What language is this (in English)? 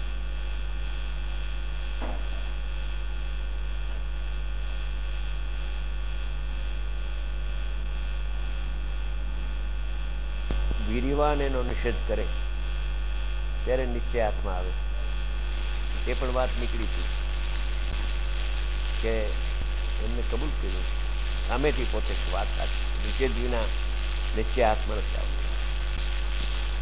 Gujarati